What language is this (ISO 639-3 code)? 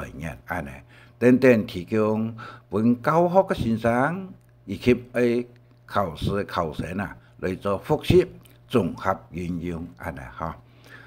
hak